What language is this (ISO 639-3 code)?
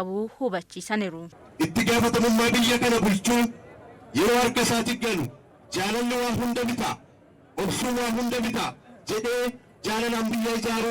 orm